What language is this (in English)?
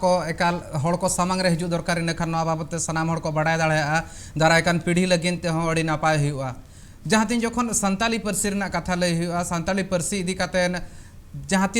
Santali